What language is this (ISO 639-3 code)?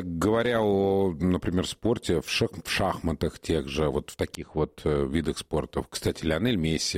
rus